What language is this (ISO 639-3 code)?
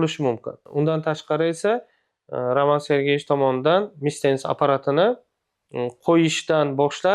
uzb